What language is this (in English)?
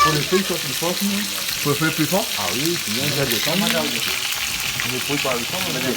Réunion Creole French